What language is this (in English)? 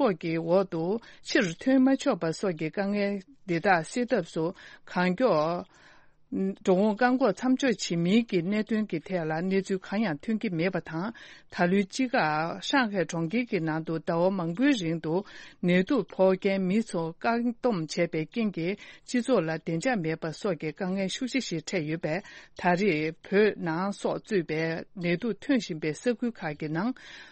Tibetan